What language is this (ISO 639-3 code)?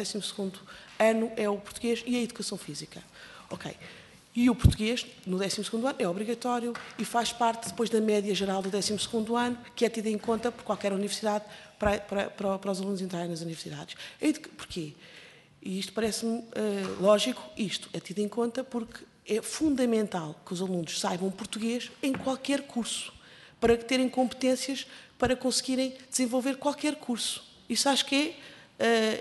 por